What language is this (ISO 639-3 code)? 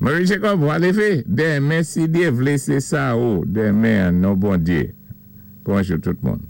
acf